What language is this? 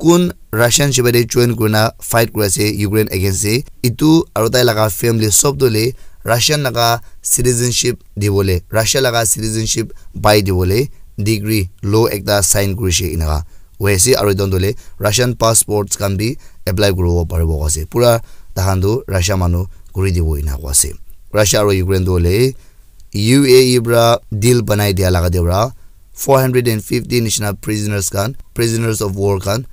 Naga Pidgin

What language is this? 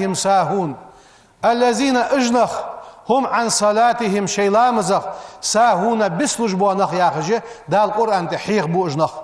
Ingush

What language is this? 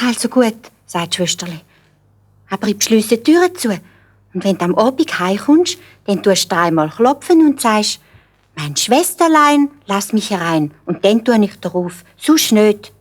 Swiss German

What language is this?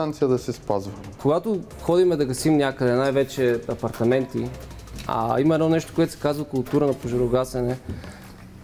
Bulgarian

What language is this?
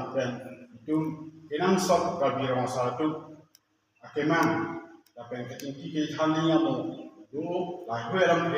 Karbi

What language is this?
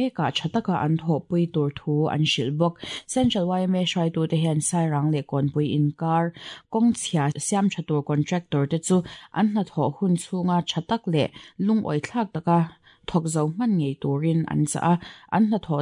Mizo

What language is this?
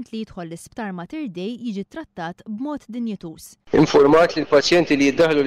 Maltese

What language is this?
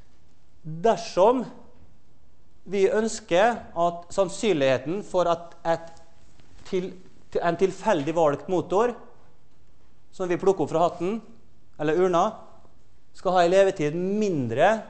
Norwegian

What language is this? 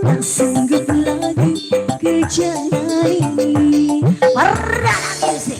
Betawi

